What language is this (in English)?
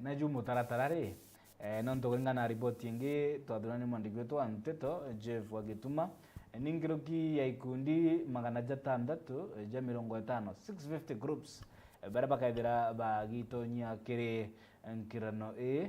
Meru